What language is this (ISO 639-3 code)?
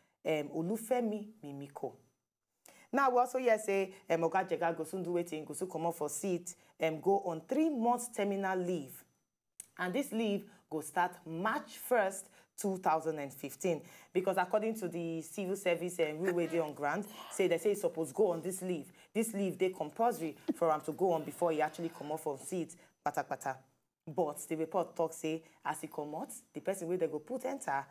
pcm